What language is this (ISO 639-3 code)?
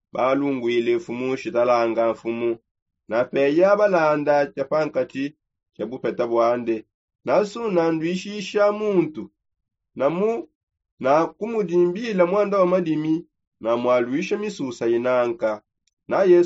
sop